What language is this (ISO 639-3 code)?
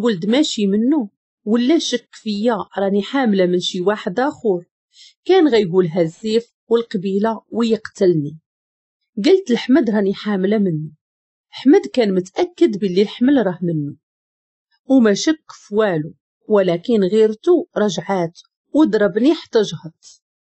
ary